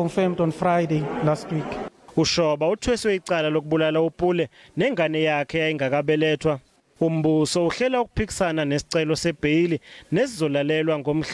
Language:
Zulu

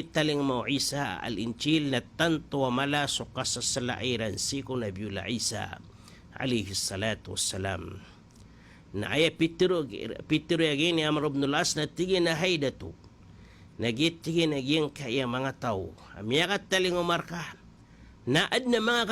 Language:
Maranao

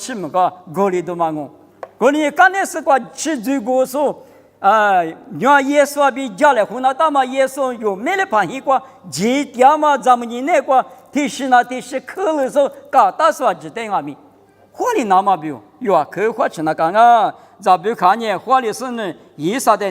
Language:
Lisu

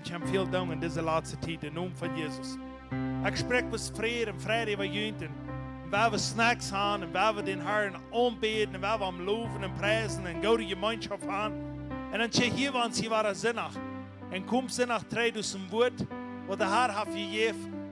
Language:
Plautdietsch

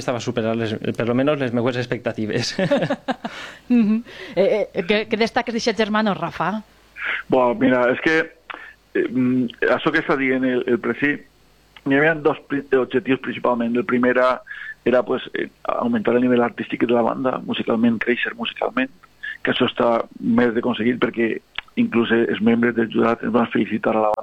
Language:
Catalan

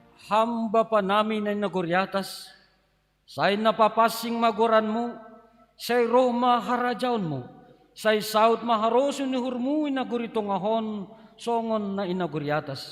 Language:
Batak Simalungun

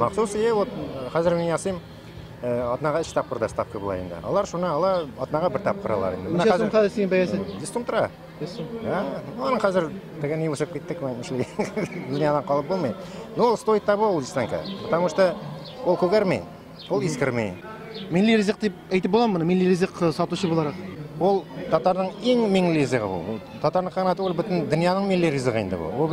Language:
Tatar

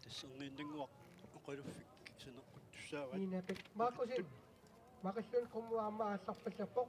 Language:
Kalaallisut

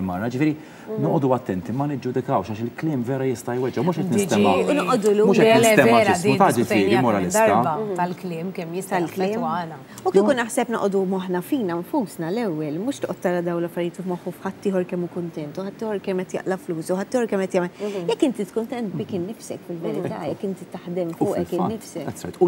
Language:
Maltese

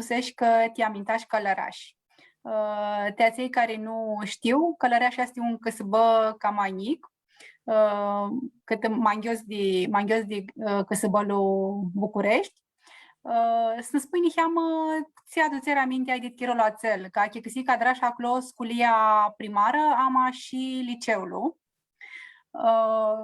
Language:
Aromanian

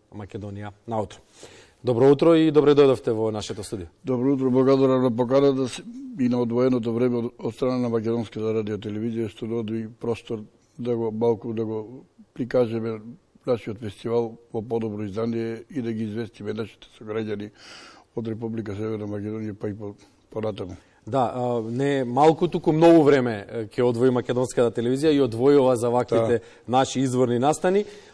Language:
Macedonian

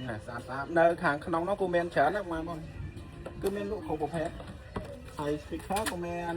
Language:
Khmer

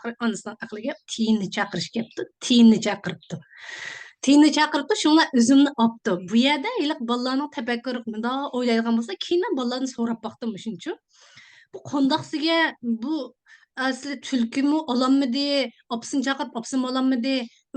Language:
Uyghur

